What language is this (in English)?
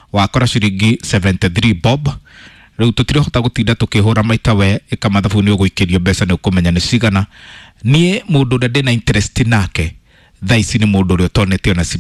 Kikuyu